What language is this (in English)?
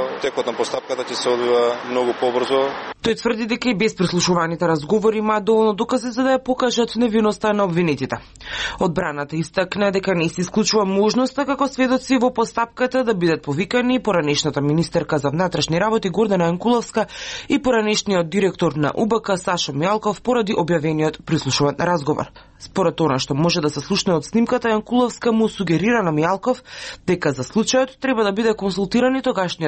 Macedonian